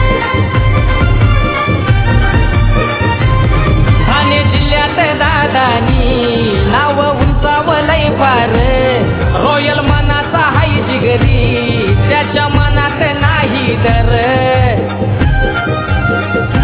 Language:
Marathi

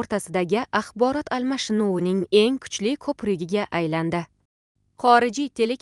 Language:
Uzbek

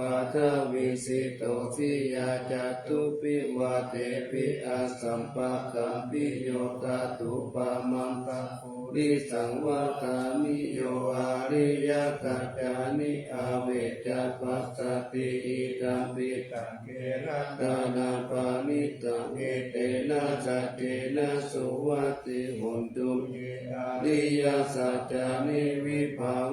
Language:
Pali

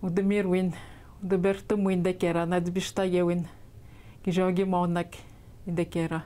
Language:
Atikamekw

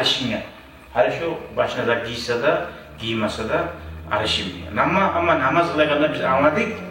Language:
Kumyk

